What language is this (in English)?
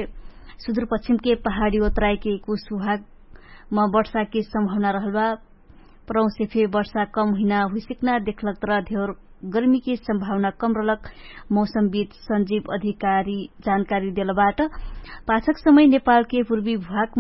Dangaura Tharu